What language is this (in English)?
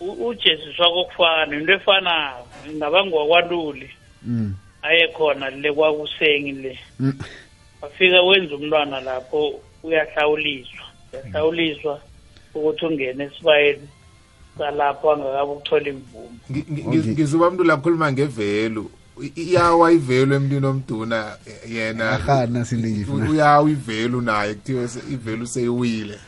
South Ndebele